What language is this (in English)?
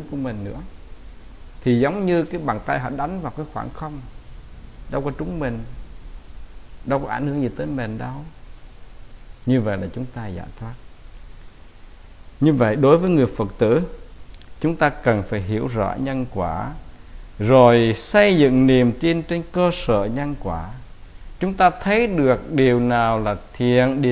Vietnamese